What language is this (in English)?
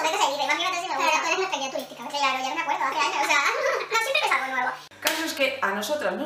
Spanish